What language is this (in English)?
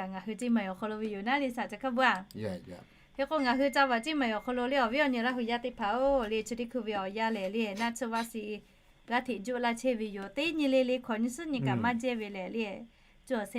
Lahu